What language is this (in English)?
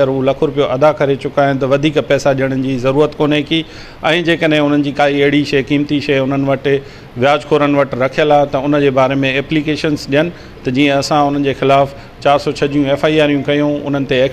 Sindhi